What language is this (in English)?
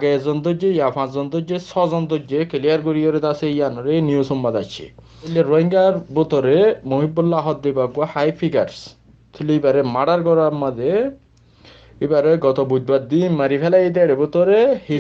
Rohingya